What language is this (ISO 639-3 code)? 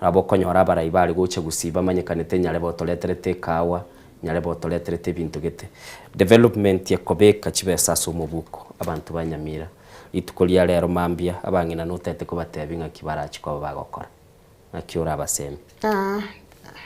guz